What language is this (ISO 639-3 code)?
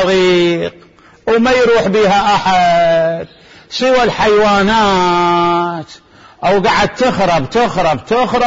acm